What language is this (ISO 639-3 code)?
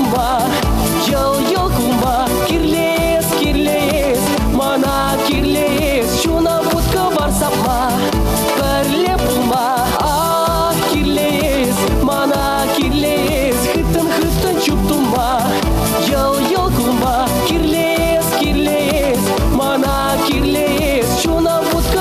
chv